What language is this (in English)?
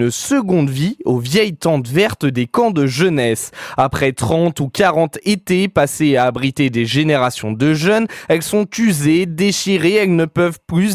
French